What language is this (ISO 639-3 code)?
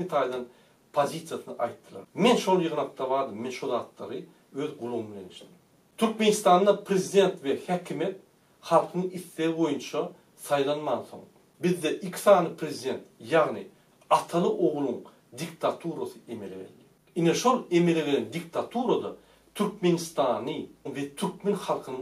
tuk